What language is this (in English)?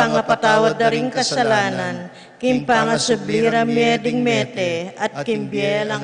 Pampanga